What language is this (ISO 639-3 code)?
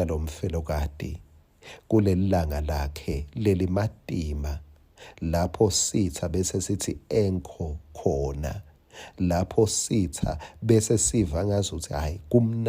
ssw